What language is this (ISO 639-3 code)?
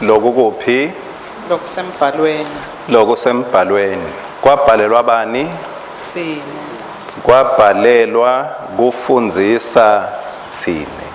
ssw